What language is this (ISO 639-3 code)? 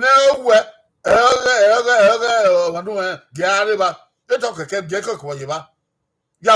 bin